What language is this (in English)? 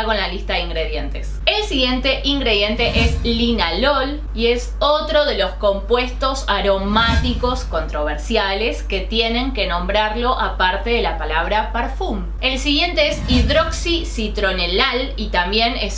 Spanish